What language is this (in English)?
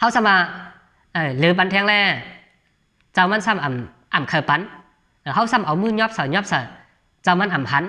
Shan